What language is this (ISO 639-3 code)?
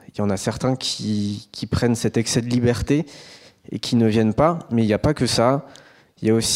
fra